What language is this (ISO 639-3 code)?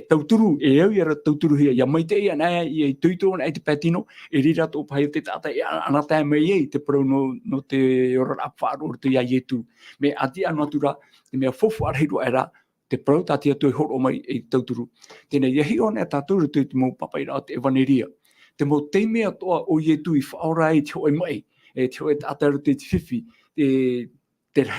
tah